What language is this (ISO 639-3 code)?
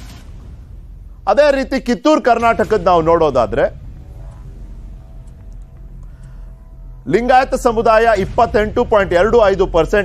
kan